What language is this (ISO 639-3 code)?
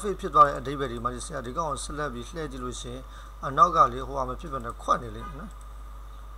mya